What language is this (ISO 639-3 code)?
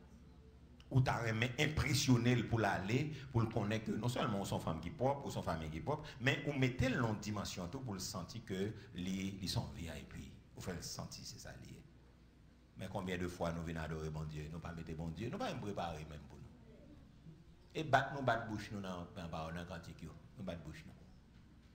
fra